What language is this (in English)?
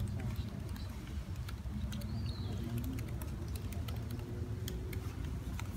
Korean